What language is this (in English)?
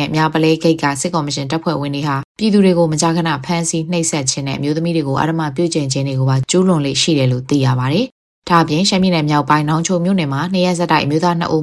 Burmese